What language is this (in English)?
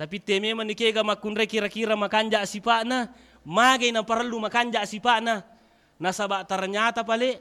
Buginese